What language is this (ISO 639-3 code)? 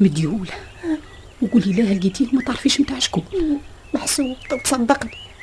aeb